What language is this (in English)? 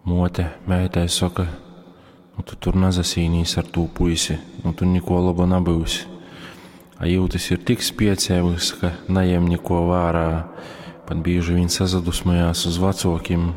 Latgalian